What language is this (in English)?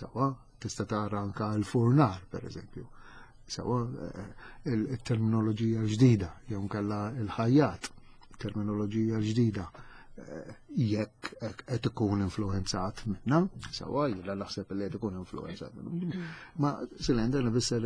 Maltese